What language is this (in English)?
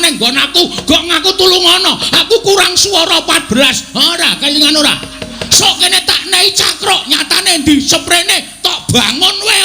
Javanese